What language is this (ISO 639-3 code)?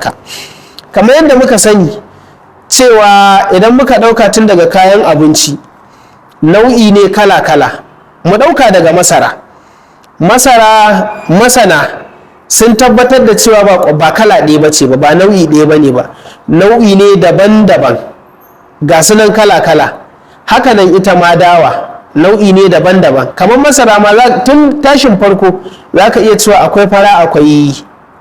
hau